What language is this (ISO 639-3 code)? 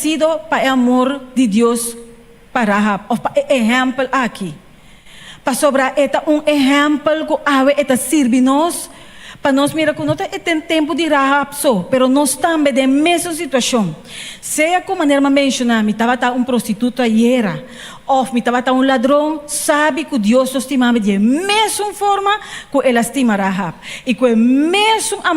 pap